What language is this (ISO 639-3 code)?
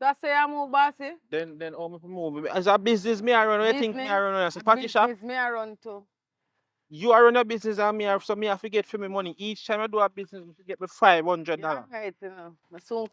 jam